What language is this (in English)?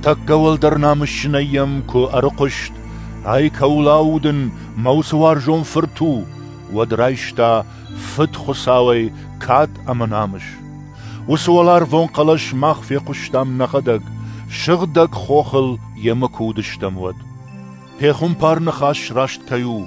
Ossetic